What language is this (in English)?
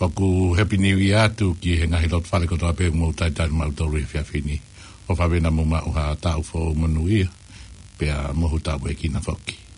Tongan